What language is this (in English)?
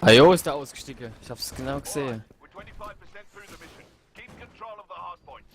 Palatine German